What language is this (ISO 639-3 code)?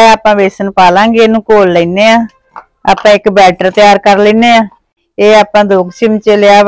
pan